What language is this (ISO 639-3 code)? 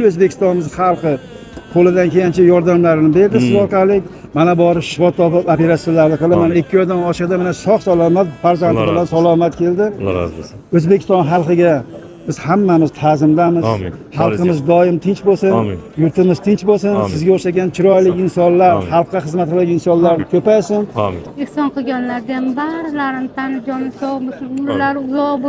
uzb